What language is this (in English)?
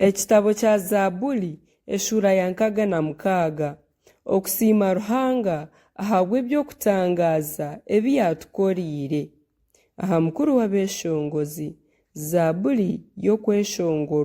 Nyankole